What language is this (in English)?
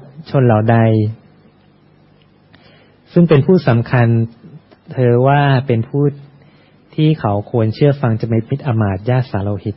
Thai